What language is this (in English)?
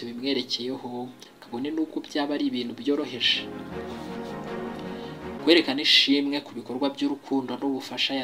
Kinyarwanda